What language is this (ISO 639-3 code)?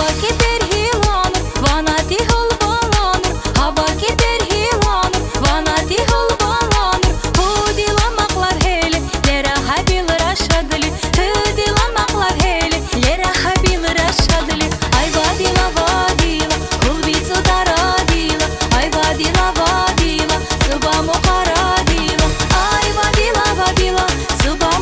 tab